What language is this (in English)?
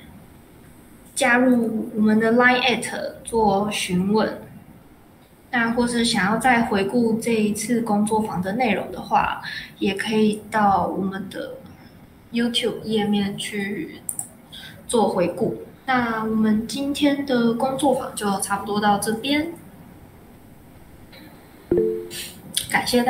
Chinese